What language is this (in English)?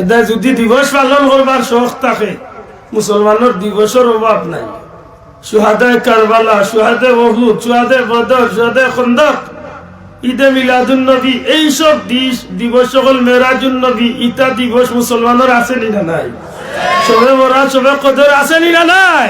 Sylheti